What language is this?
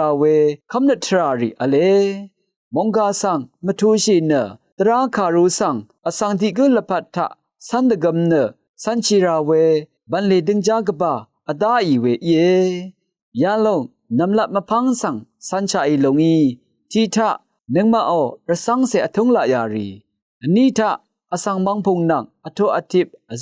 Rawang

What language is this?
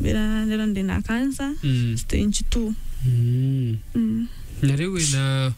Meru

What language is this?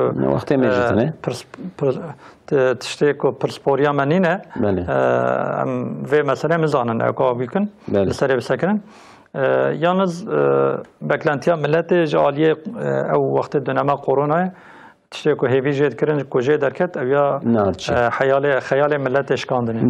Kurdish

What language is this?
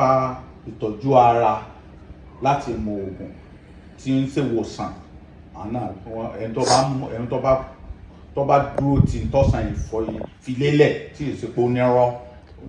Yoruba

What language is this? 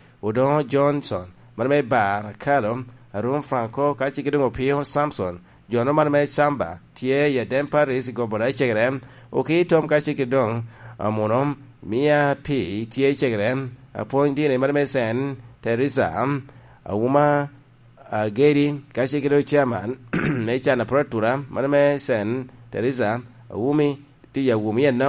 Lango (Uganda)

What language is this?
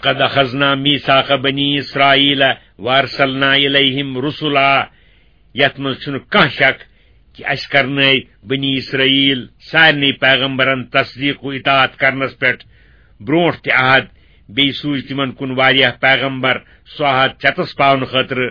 Kashmiri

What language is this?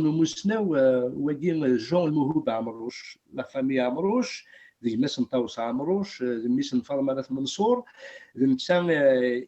Kabyle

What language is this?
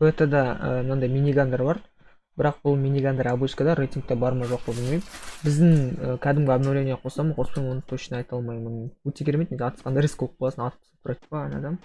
Kazakh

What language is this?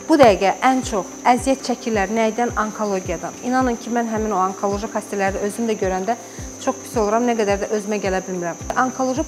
Azerbaijani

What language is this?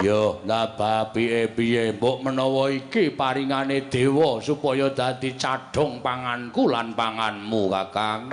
Javanese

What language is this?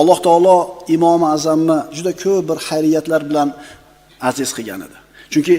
Uzbek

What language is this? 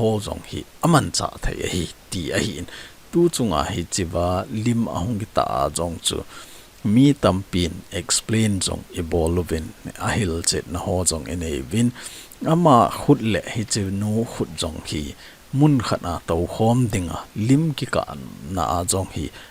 Thado Chin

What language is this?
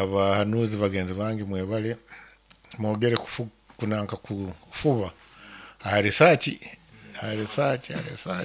Nyankole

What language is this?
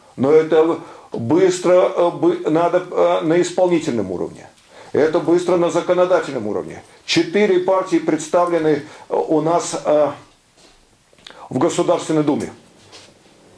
Russian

